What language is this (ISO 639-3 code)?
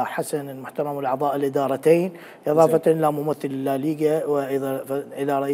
acm